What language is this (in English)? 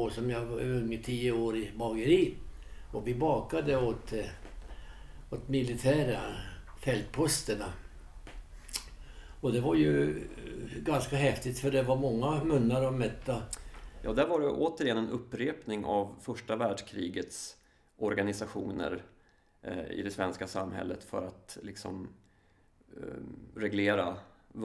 Swedish